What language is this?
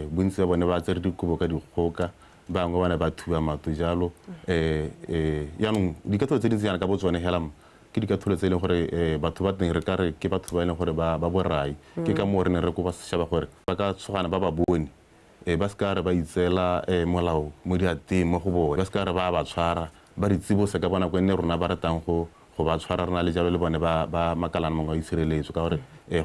Tswana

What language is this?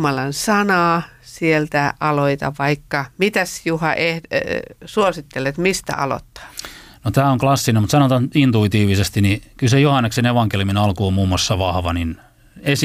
Finnish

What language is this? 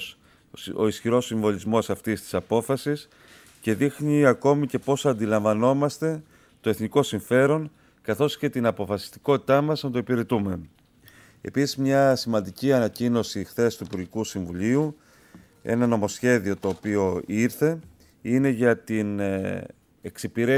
Greek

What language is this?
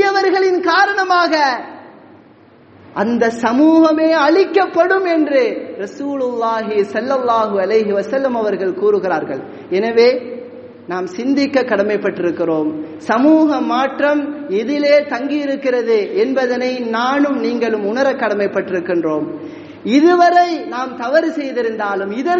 Tamil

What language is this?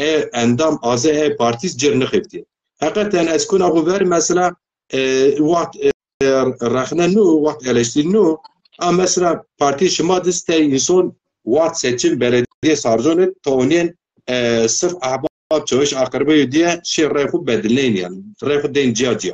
Zaza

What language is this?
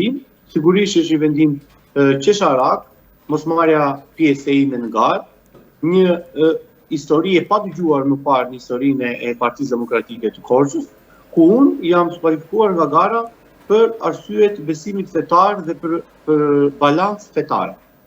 Albanian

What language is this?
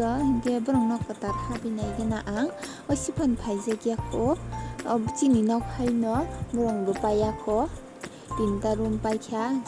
Kok Borok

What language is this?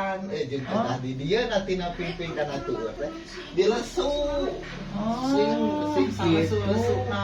Sundanese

